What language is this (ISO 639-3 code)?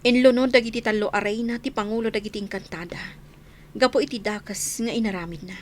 ilo